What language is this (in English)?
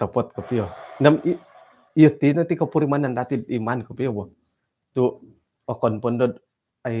Central Dusun